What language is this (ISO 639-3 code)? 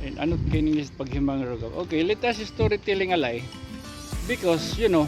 war